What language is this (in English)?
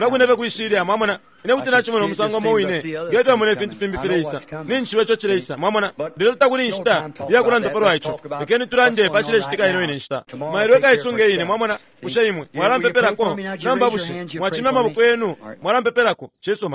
Bemba